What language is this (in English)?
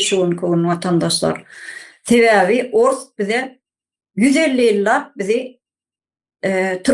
Turkmen